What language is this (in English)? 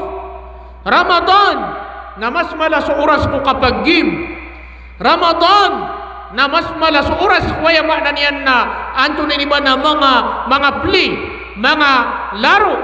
Maranao